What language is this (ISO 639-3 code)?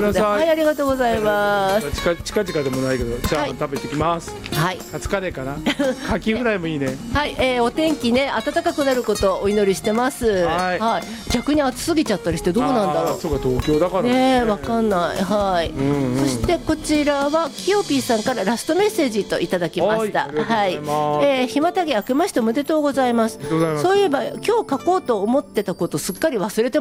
jpn